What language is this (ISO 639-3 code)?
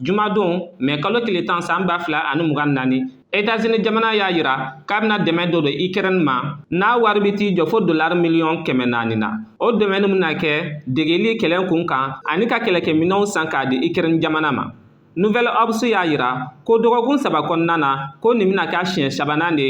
bam